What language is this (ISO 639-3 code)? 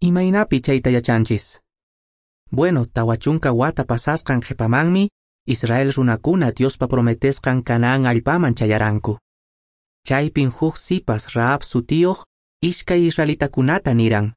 que